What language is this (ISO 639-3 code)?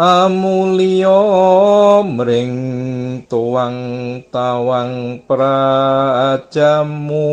jav